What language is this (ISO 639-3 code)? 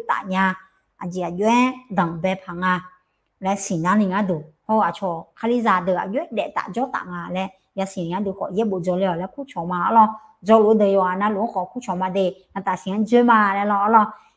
ahk